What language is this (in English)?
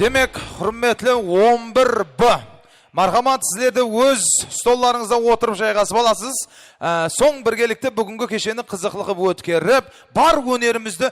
Kara-Kalpak